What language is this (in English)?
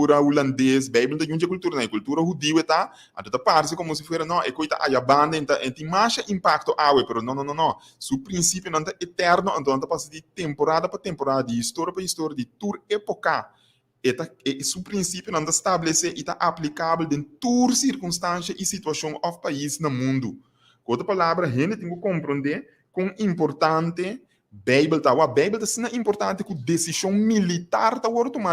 Papiamento